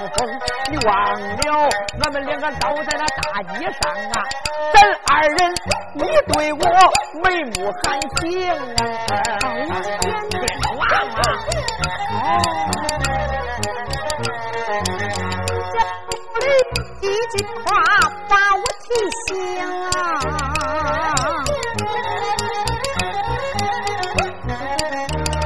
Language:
Chinese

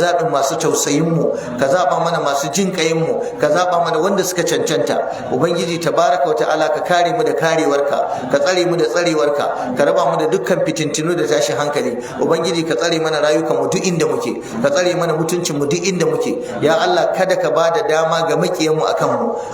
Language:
Hausa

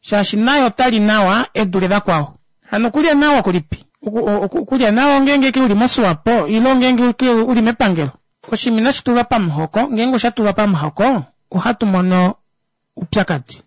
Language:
Kuanyama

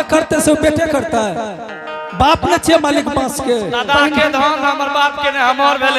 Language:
Angika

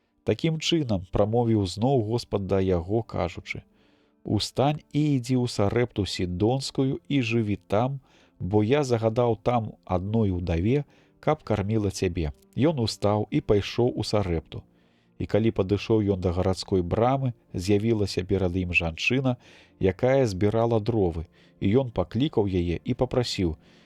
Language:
Belarusian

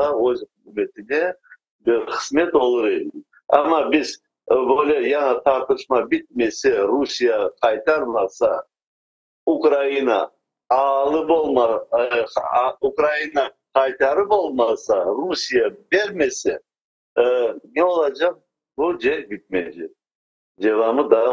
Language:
Crimean Tatar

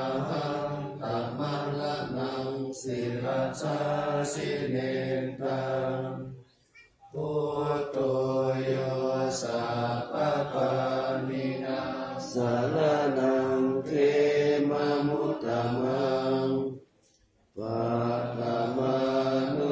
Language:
Pali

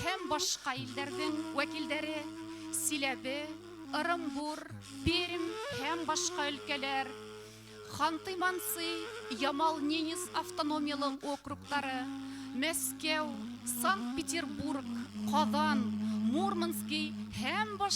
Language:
Bashkir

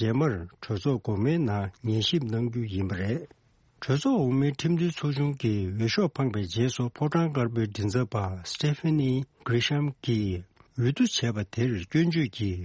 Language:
Tibetan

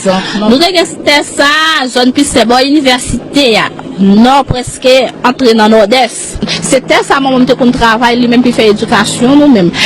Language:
Haitian Creole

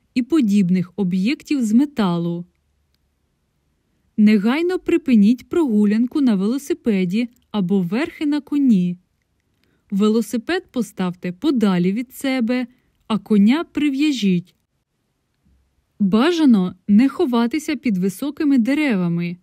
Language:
Ukrainian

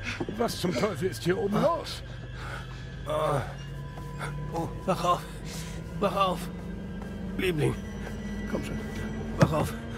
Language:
German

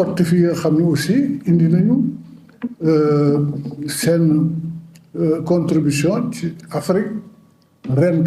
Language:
Wolof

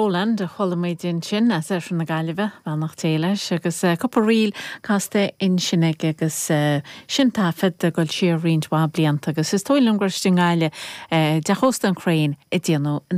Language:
Irish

